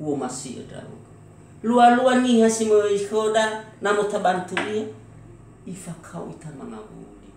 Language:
Nias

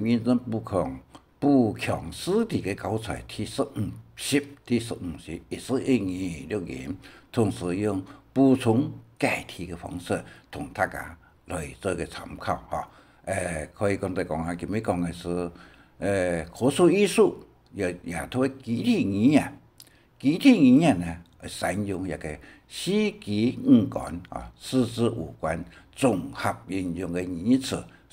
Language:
Hakka Chinese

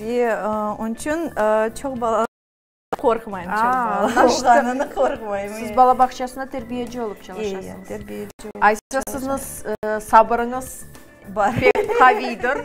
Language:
Crimean Tatar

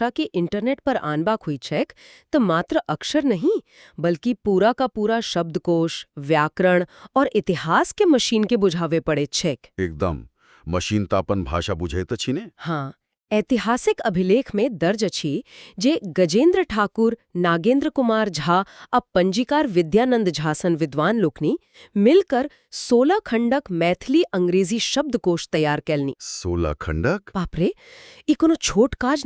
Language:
Maithili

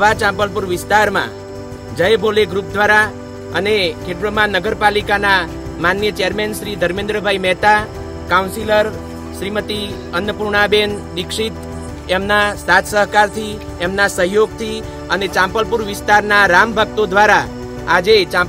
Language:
Gujarati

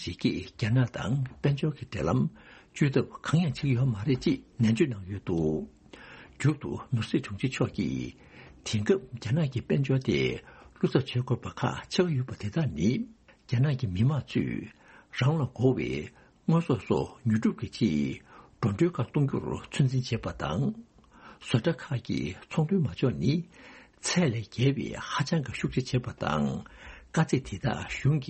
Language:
Tibetan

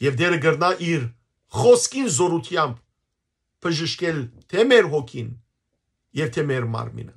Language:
Western Armenian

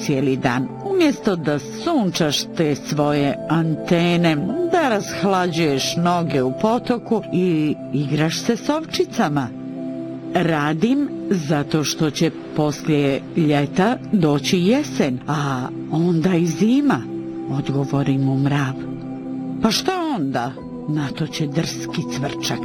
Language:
Bosnian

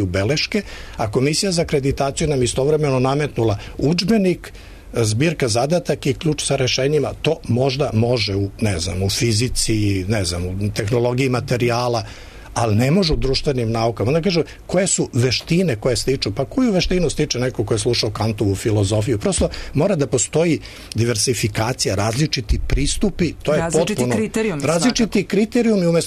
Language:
Serbian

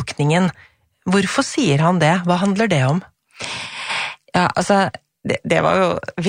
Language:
Norwegian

